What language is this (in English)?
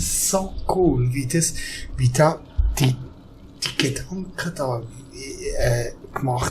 Swiss German